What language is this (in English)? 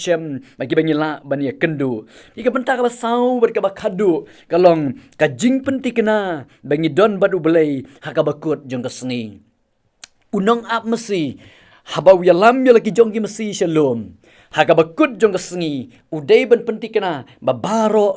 Khasi